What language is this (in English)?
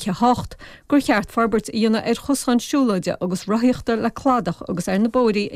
Irish